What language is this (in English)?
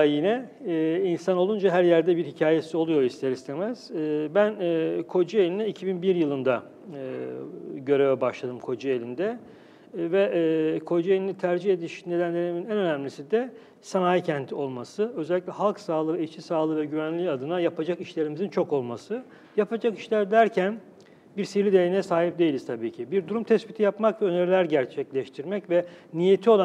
Turkish